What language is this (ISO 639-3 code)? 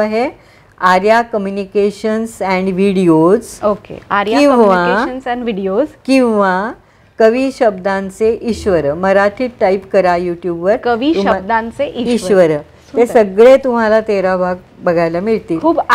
mar